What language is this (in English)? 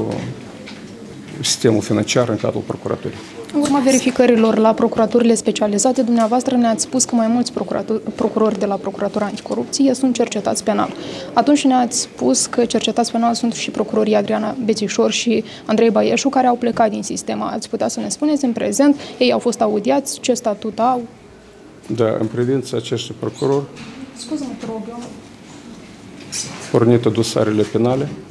Romanian